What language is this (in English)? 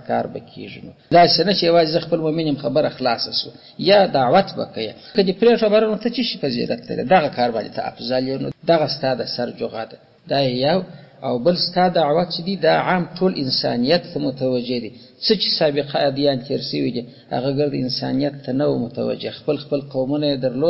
Pashto